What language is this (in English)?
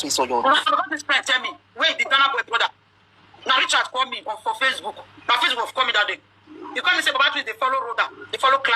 Nigerian Pidgin